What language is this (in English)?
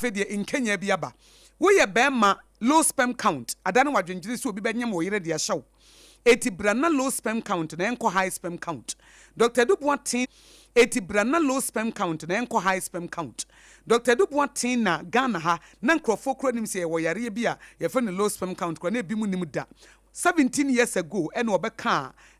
Akan